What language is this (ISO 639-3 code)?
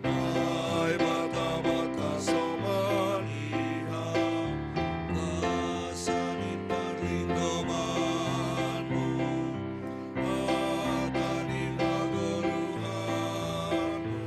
bts